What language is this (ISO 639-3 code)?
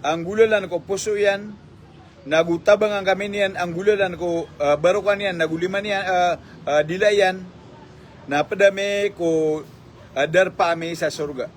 mrw